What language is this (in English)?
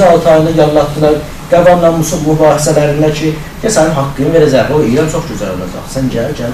South Azerbaijani